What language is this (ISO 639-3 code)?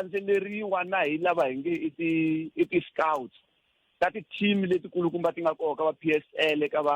tso